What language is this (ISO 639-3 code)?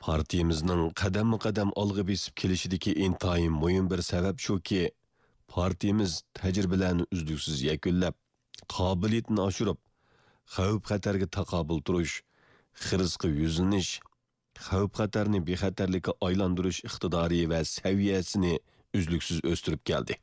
uig